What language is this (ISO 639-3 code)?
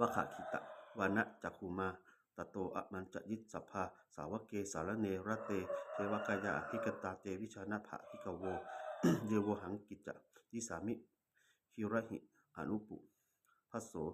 pli